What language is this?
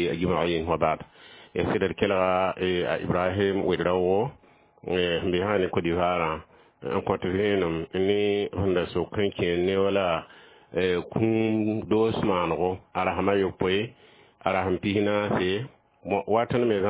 Mossi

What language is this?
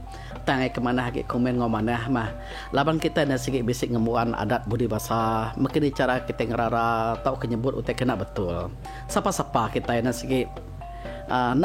Iban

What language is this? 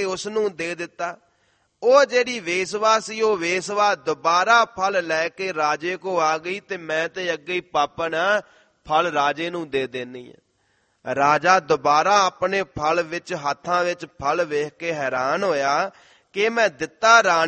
Punjabi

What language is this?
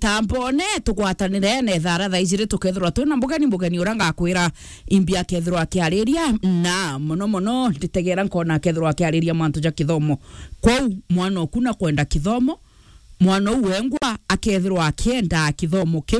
Meru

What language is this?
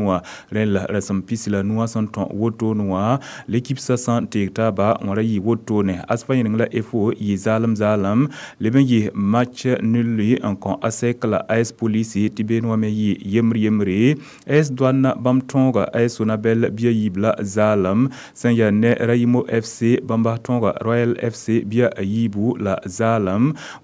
Mossi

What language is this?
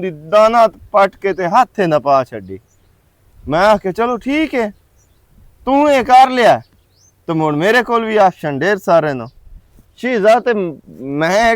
Western Panjabi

